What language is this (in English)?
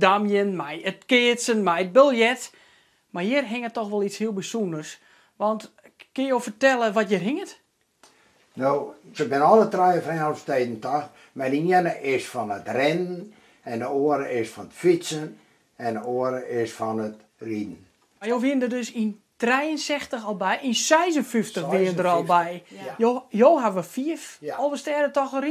Western Frisian